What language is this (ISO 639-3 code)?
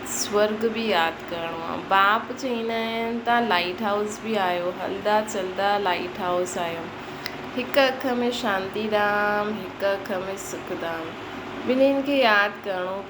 snd